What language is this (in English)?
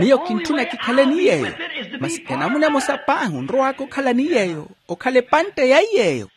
Makhuwa